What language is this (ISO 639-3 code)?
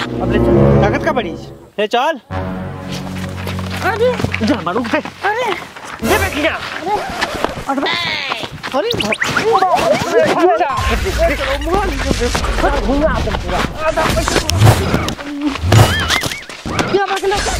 bho